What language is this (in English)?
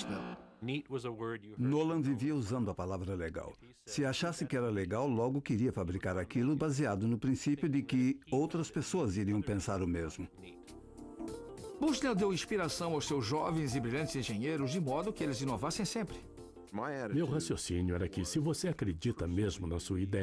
Portuguese